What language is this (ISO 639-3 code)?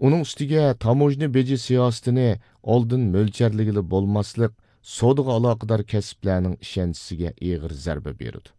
uig